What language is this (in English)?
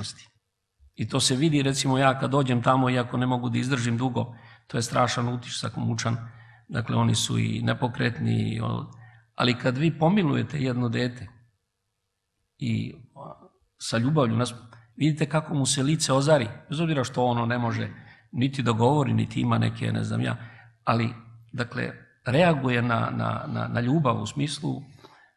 Serbian